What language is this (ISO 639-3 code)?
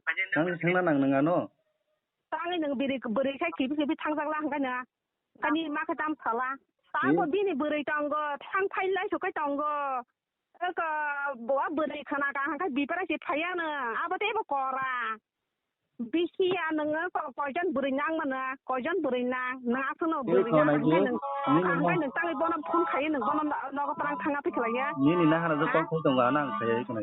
trp